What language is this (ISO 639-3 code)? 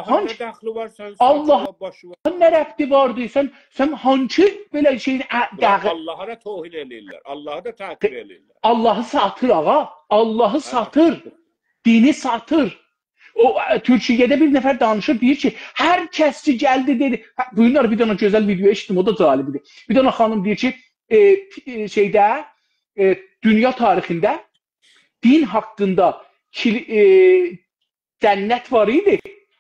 azb